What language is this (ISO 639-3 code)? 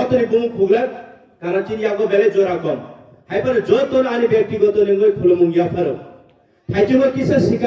trp